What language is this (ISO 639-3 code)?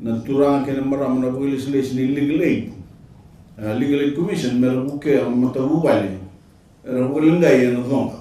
fij